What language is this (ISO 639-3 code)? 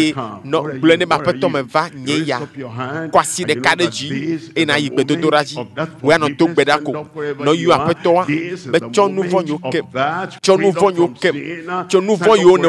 ewe